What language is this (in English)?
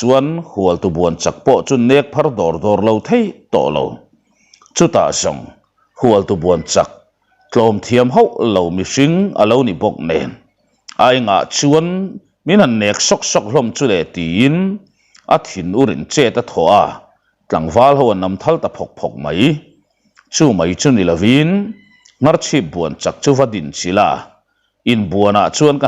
Mizo